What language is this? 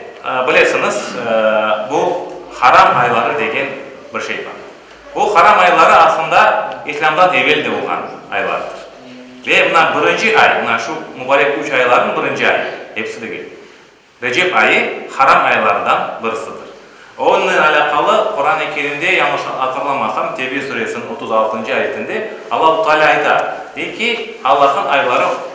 Crimean Tatar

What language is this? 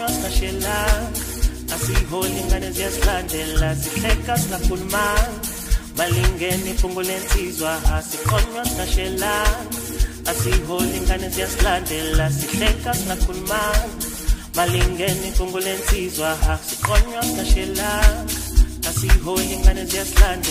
Zulu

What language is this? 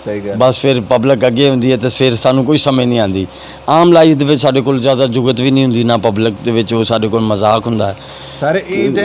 Saraiki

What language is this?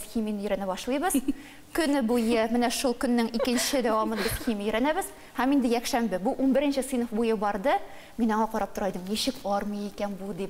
Tatar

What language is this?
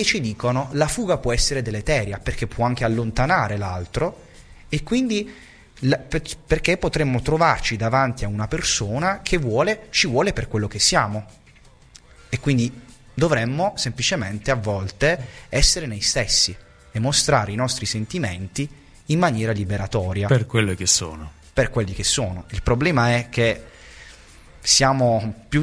Italian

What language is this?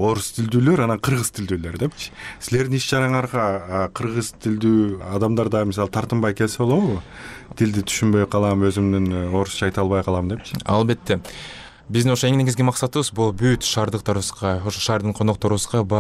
Kyrgyz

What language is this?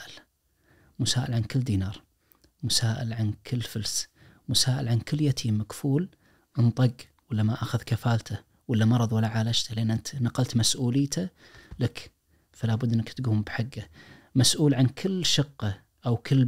Najdi Arabic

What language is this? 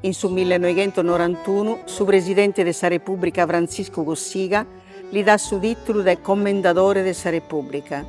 Sardinian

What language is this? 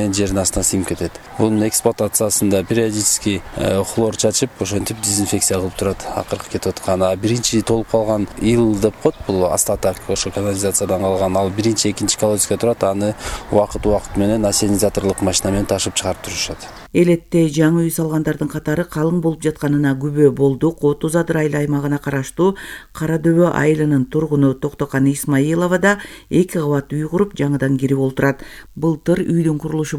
Kyrgyz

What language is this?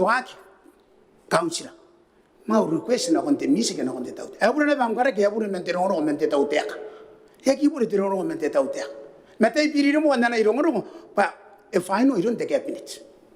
Gilbertese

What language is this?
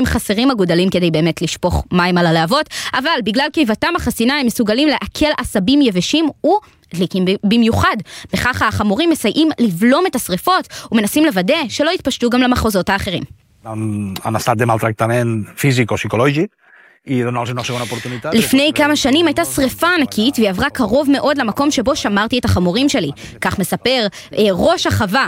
Hebrew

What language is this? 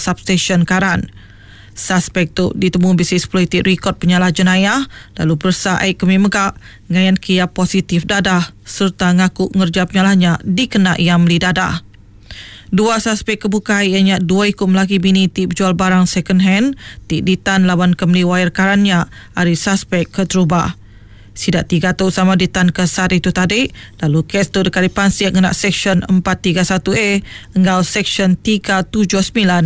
Iban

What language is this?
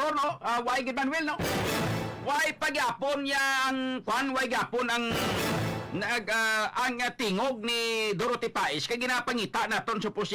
Hiligaynon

